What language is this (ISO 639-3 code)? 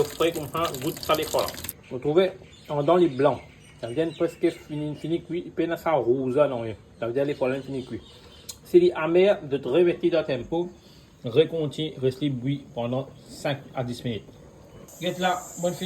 mfe